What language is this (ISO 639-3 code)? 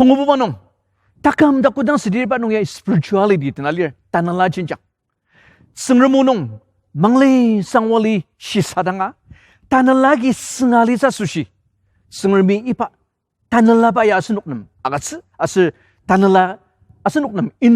njo